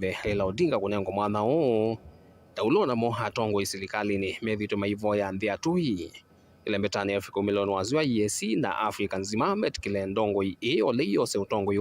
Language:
Kamba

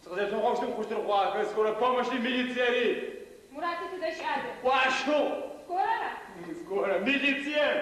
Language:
Adyghe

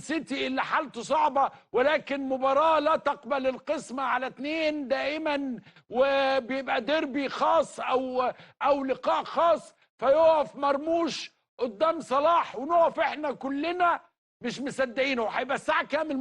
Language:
Egyptian Arabic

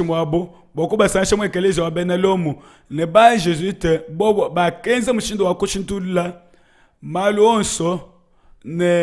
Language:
Luba-Lulua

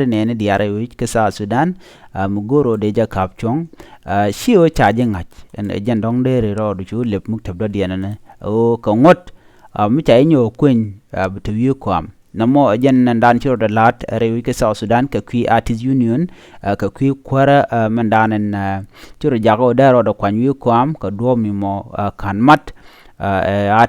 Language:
Nuer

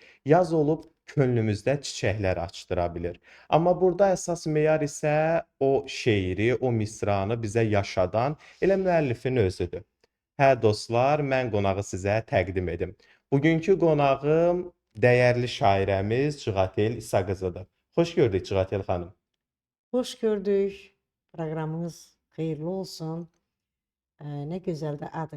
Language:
Azerbaijani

